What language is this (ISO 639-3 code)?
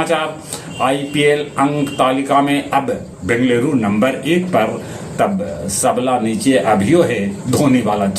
mag